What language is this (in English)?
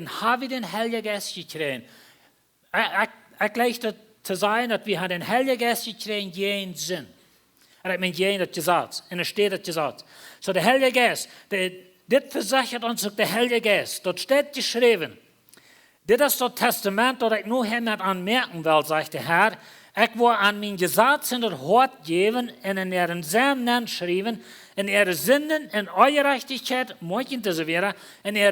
Plautdietsch